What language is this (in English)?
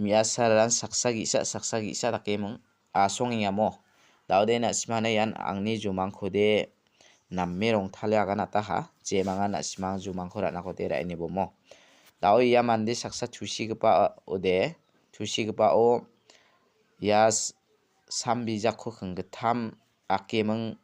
Garo